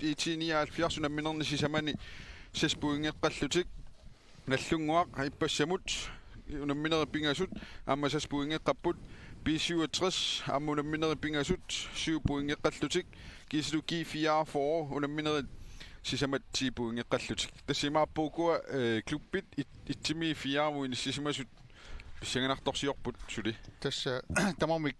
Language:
Kalaallisut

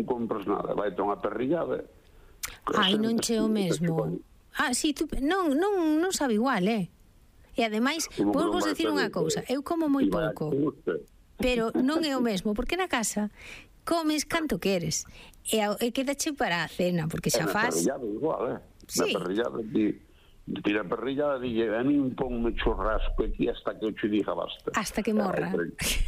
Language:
Galician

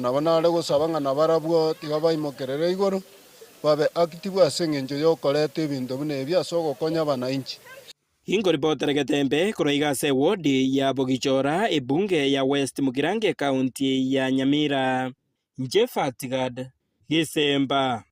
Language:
Gusii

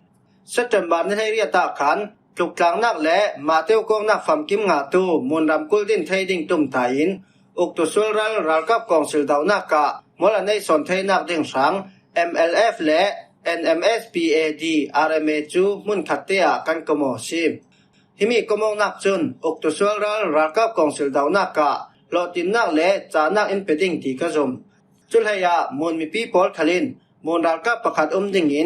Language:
Falam Chin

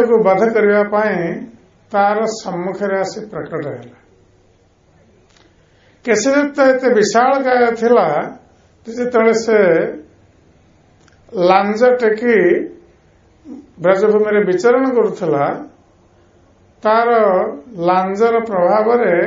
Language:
Odia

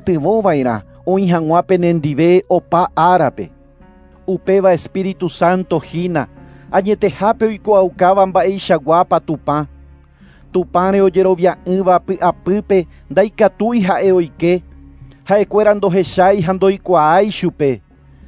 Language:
Guarani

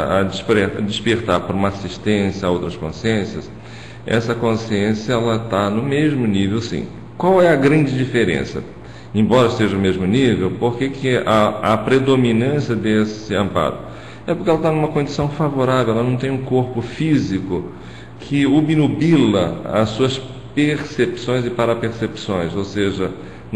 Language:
Portuguese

